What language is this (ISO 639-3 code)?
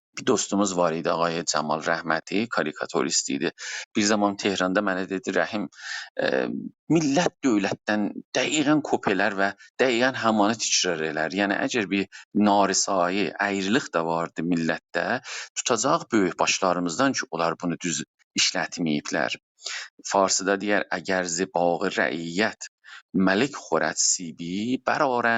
azb